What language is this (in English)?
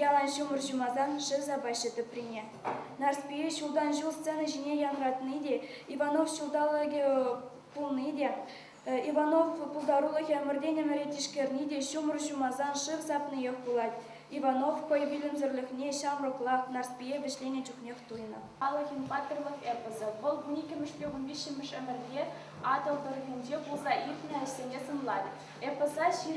Chuvash